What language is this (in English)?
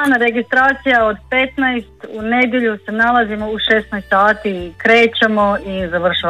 Croatian